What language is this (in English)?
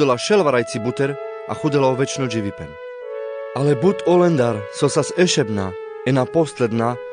Carpathian Romani